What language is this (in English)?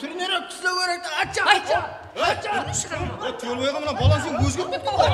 Kara-Kalpak